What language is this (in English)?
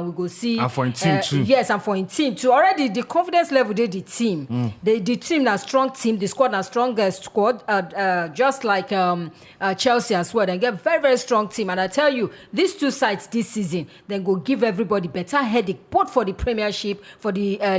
Nigerian Pidgin